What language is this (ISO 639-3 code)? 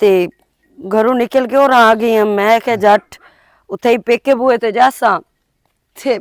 lah